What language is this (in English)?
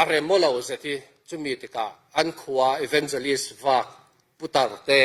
Falam Chin